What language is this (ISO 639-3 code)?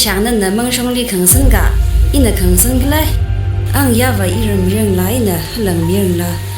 nmf